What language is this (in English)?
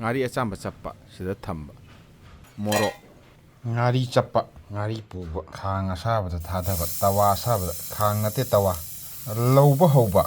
Manipuri